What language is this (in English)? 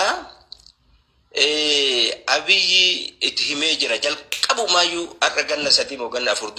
Oromo